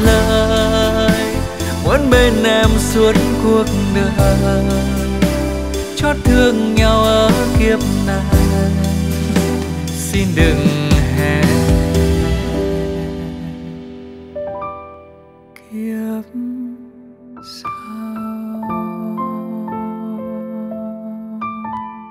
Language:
Vietnamese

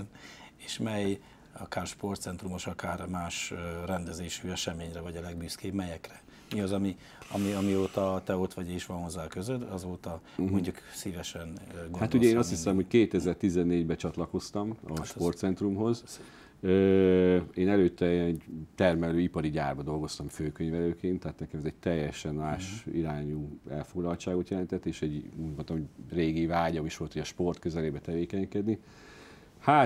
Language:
Hungarian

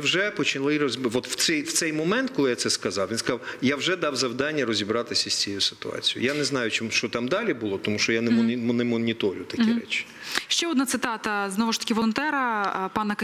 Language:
Ukrainian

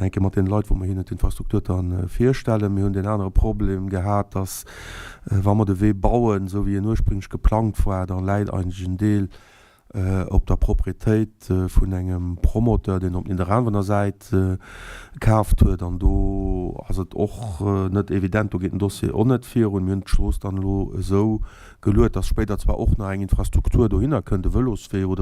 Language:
Luxembourgish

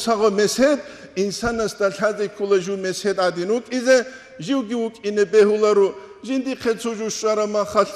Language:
Avaric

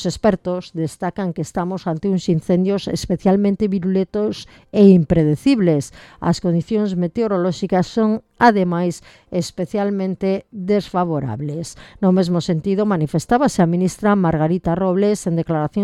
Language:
Galician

